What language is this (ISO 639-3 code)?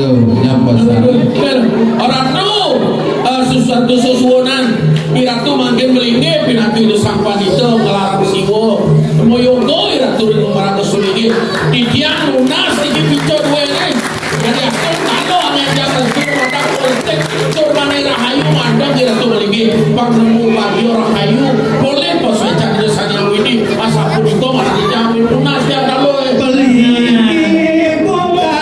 ban